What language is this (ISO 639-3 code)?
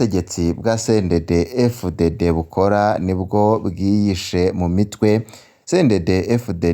run